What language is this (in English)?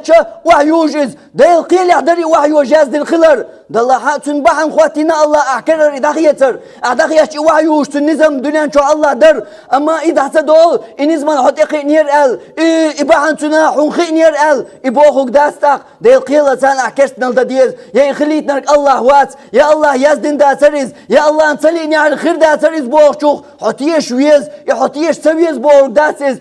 Chechen